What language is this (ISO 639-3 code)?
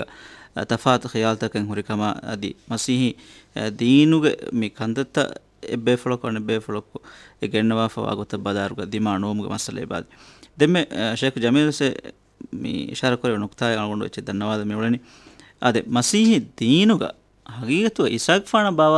div